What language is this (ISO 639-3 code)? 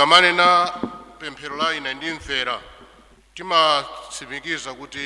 nya